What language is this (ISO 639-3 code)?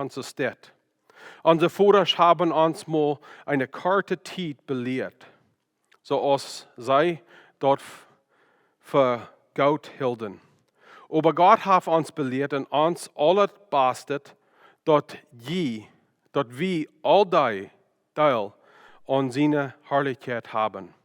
pdt